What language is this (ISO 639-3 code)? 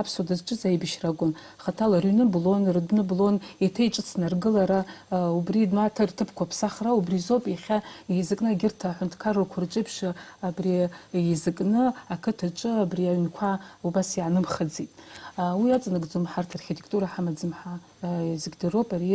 abk